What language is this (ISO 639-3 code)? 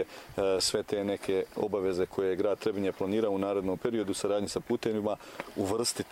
bos